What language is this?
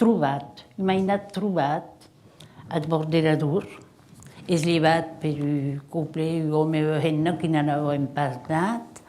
Occitan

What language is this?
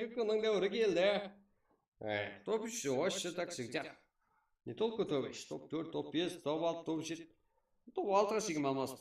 Kara-Kalpak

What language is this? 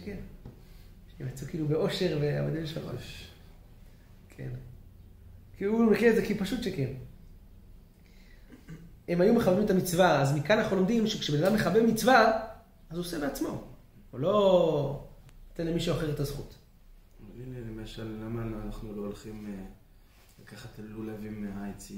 Hebrew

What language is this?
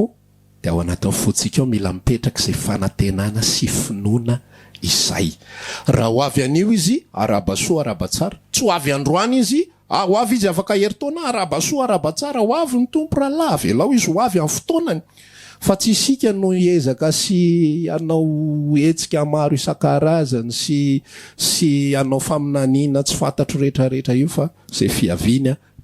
Malagasy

